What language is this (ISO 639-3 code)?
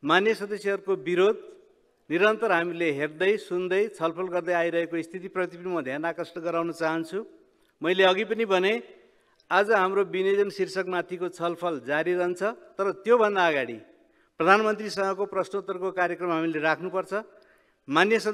nep